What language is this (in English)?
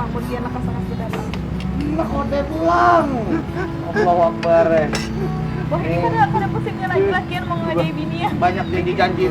Banjar